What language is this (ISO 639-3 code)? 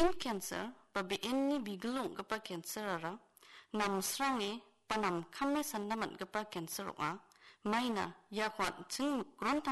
grt